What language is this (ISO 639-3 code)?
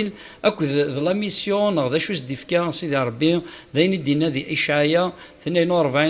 kab